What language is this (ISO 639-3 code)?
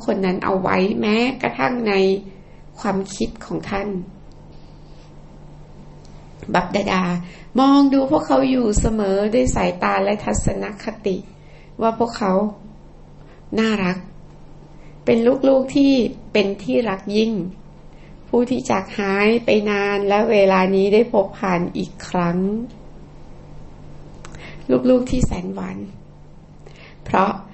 tha